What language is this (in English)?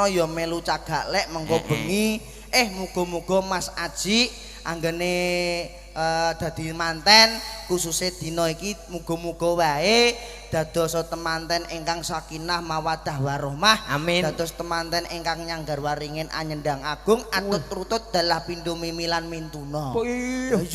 Javanese